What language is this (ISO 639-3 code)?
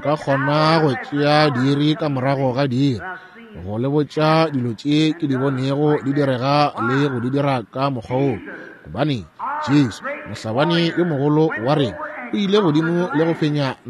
nso